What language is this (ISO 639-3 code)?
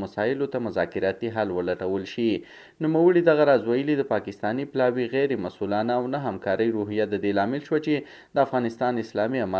pus